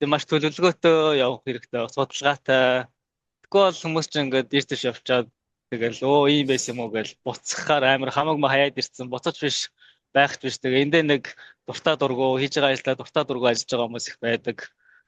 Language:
Mongolian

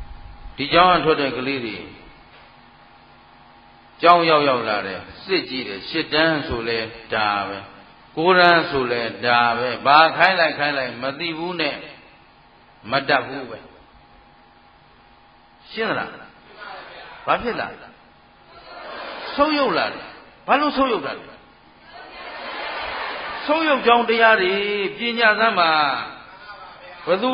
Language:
Burmese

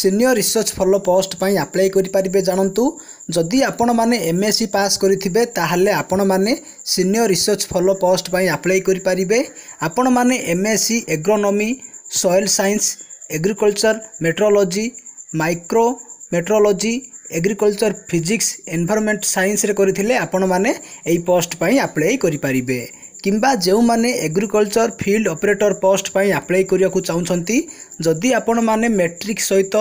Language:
Odia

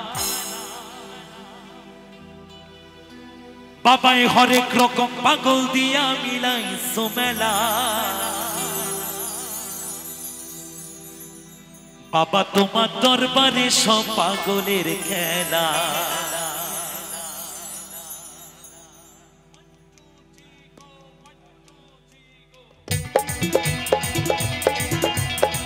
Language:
Bangla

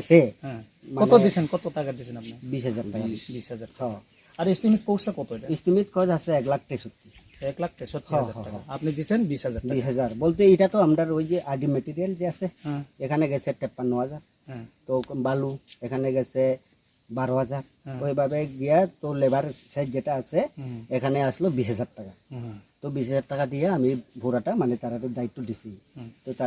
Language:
Riang (India)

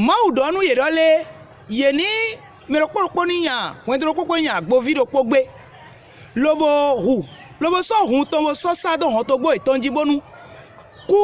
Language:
Fon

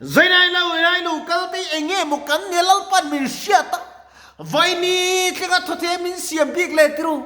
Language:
Mizo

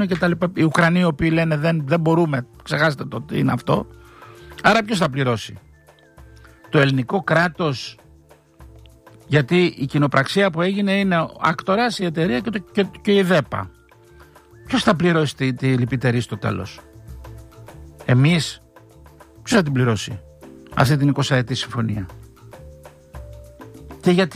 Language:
Greek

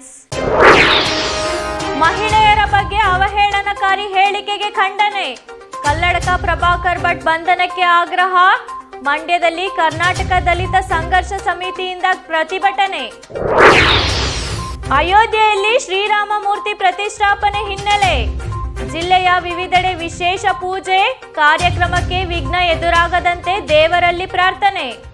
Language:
Kannada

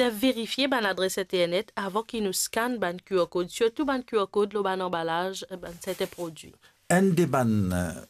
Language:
Morisyen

